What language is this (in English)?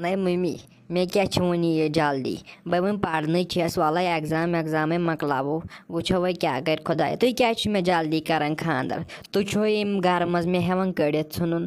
Kashmiri